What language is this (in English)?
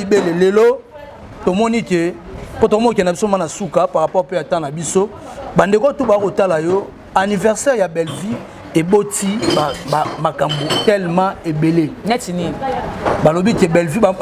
Lingala